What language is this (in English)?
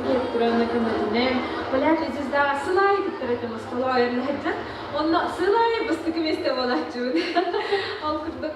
Yakut